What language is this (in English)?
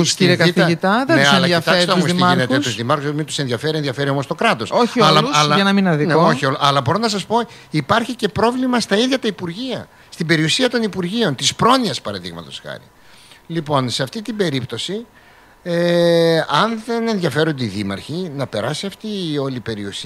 Greek